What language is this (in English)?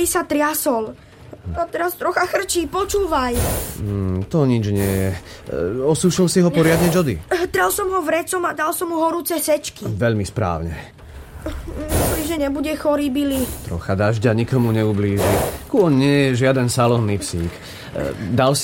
Slovak